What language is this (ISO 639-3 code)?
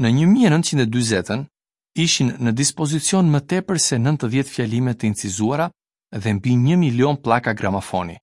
sqi